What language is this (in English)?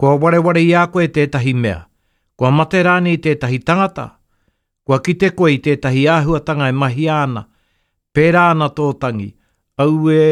Māori